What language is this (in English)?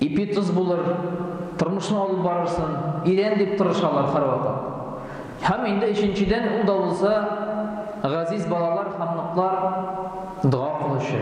Tatar